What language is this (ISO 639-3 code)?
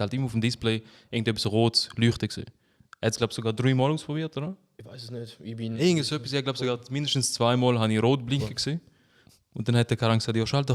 gsw